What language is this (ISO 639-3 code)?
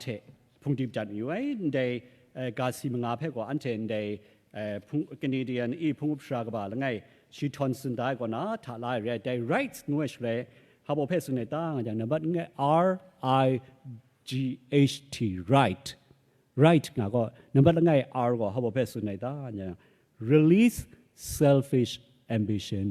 kac